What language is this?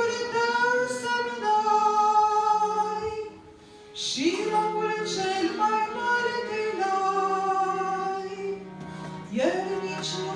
Romanian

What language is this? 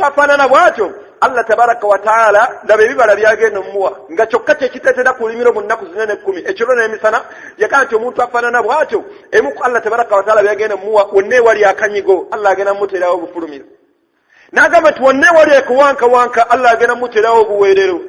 Ganda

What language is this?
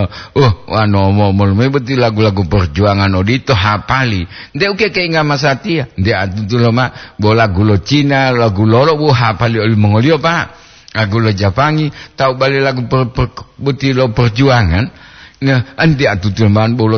Gorontalo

